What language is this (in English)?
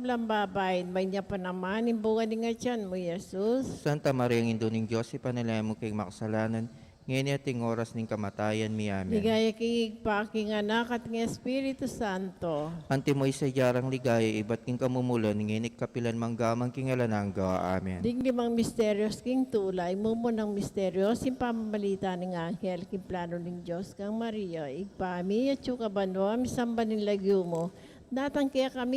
Pampanga